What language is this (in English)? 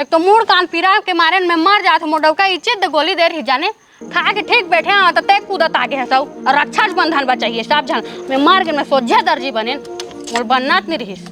Chhattisgarhi